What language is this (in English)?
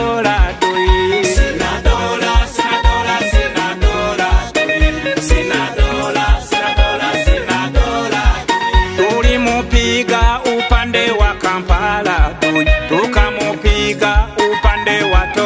Swahili